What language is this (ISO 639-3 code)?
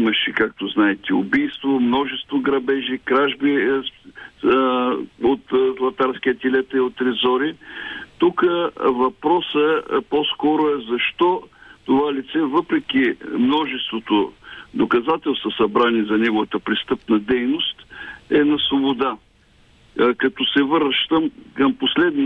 bul